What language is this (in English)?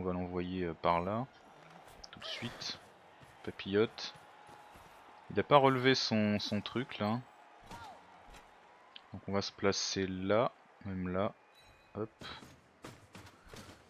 French